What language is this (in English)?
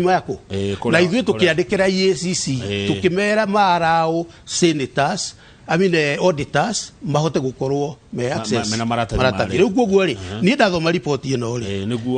Kikuyu